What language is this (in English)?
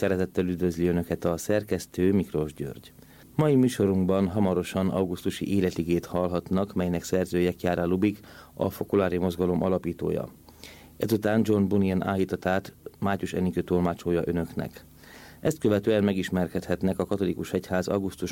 Hungarian